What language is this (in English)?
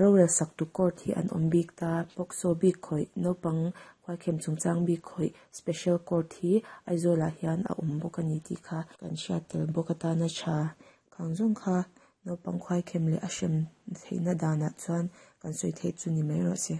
Mizo